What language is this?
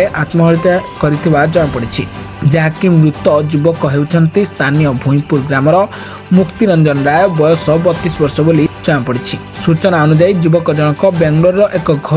Odia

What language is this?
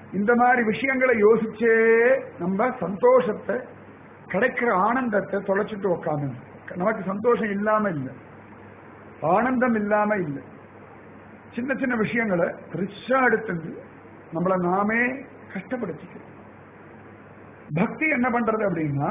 Tamil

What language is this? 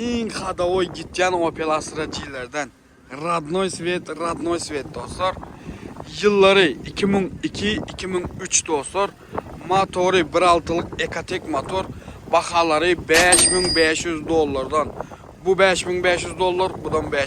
Turkmen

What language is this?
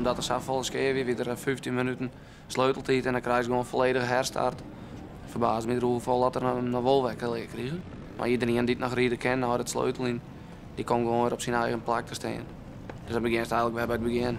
Western Frisian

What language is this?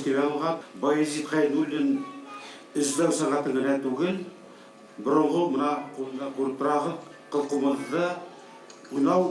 Bashkir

